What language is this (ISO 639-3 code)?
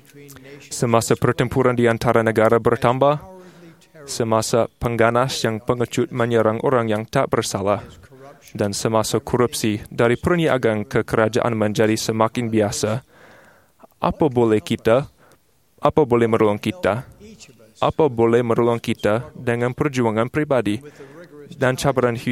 msa